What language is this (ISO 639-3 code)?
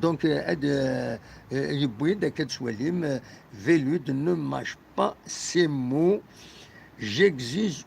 kab